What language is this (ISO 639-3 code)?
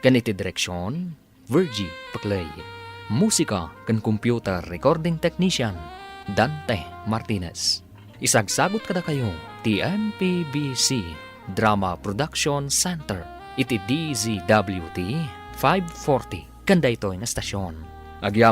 ilo